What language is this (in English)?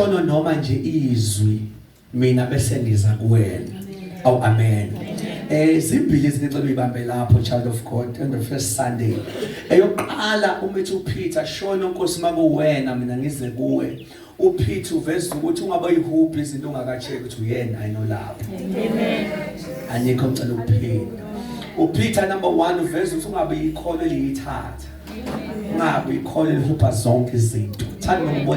Zulu